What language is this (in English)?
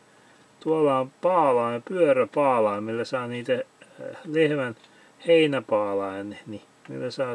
Finnish